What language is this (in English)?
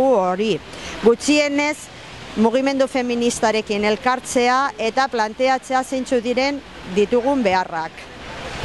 Basque